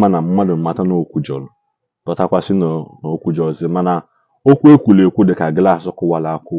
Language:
Igbo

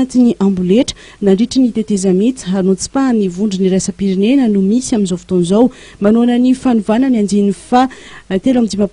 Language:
Malagasy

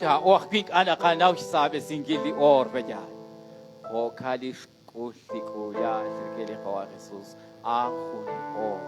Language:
Kekchí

